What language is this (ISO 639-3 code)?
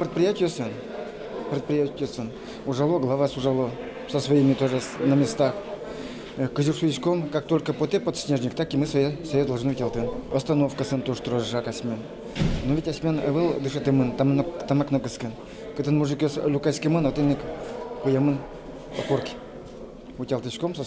udm